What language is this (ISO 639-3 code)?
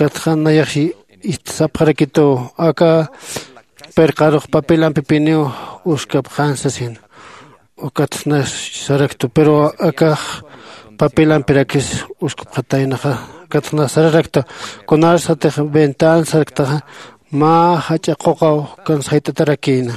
aym